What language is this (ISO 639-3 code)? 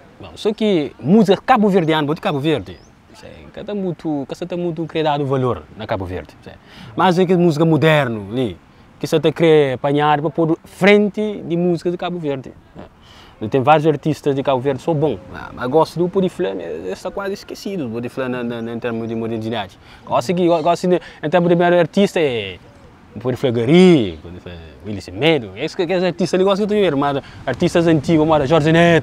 kea